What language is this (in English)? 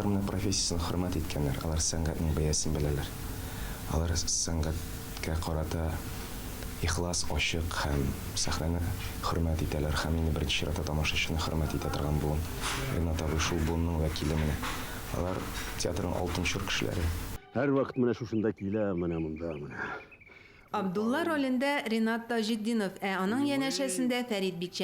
Tatar